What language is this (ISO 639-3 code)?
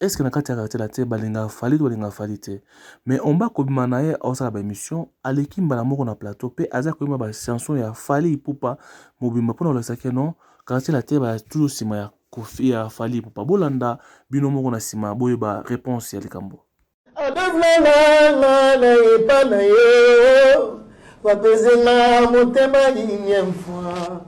lin